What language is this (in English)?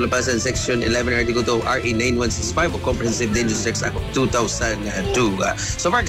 Filipino